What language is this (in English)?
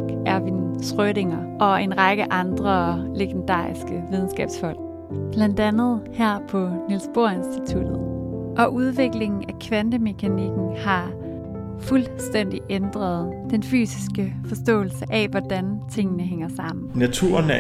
Danish